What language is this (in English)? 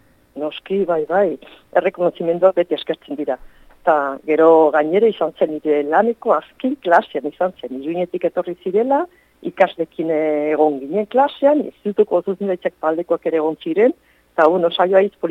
Basque